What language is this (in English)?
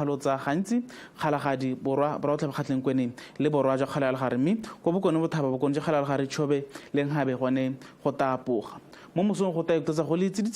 Tswana